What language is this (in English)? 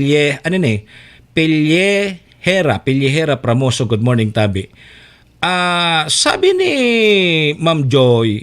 Bikol